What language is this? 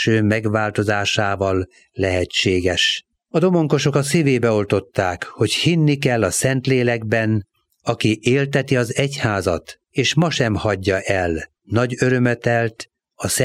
Hungarian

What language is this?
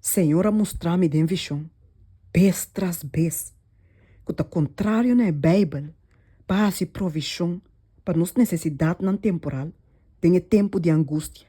Papiamento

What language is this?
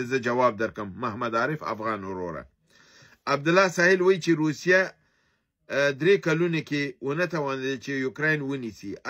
Pashto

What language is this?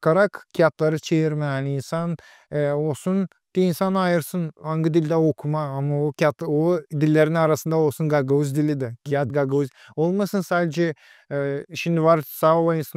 Gagauz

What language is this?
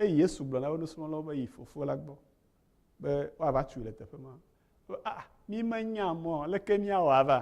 Ewe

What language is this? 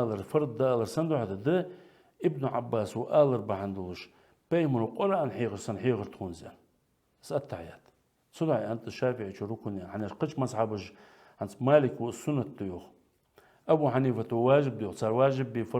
Ingush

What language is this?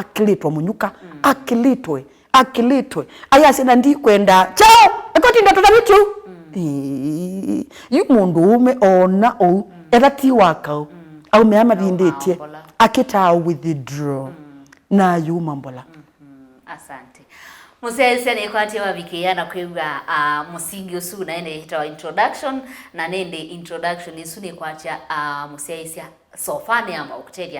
Kamba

